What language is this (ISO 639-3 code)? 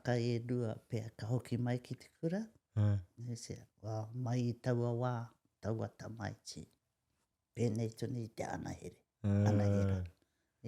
mri